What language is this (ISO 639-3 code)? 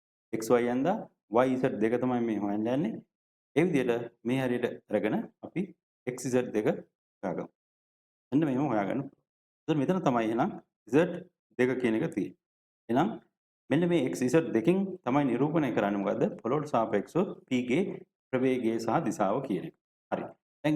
sin